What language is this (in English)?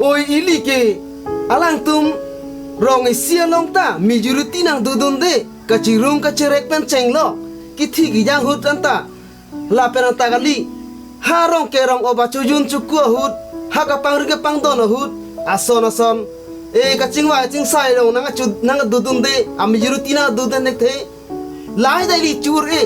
Karbi